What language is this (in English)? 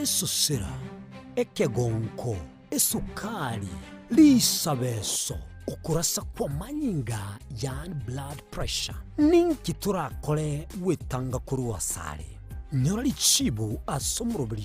Gusii